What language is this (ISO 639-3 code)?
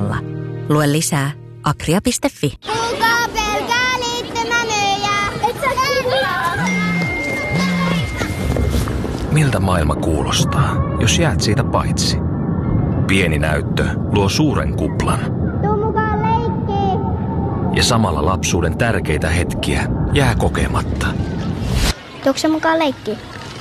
fin